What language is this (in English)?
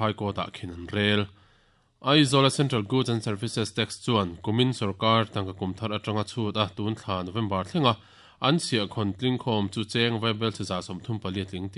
Mizo